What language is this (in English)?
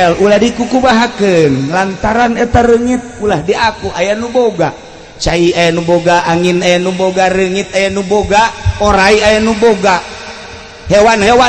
Sundanese